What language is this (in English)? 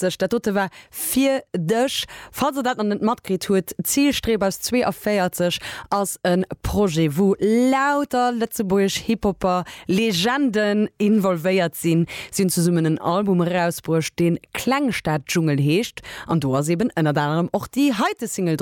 Luxembourgish